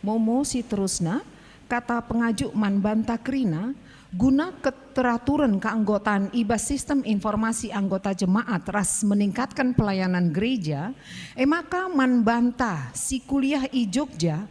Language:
Batak Karo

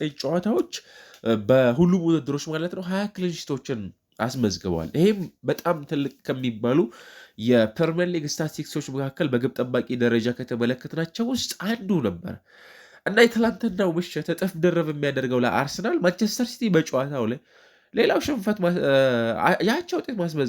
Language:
Amharic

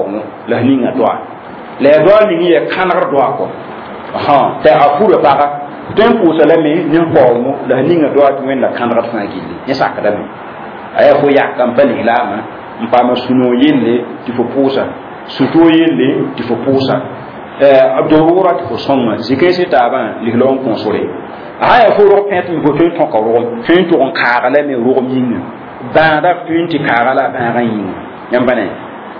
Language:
Mossi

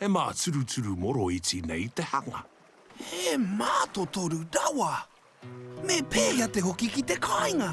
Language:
Māori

